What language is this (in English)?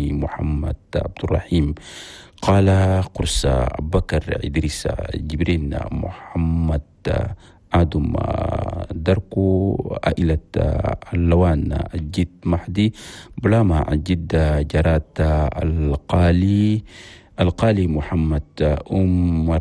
Chadian Arabic